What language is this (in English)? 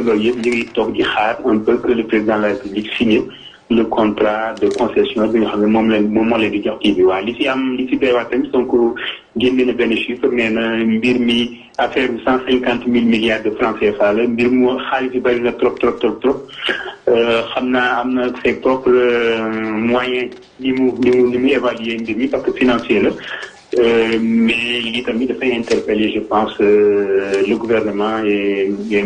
Wolof